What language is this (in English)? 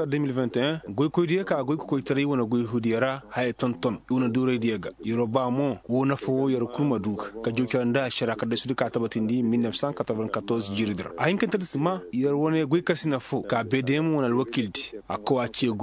Koyraboro Senni